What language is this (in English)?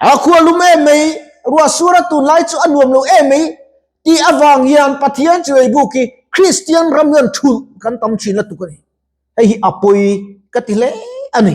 Mizo